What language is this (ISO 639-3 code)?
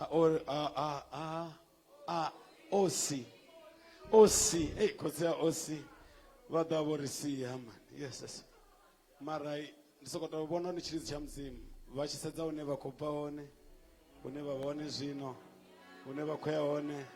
ven